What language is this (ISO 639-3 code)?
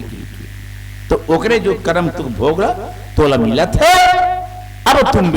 hne